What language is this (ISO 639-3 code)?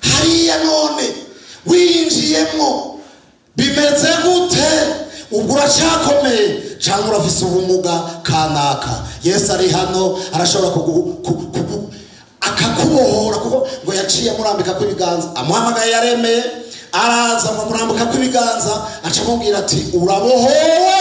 run